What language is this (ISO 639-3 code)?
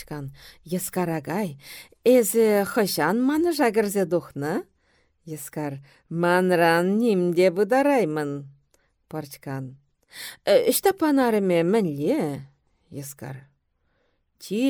chv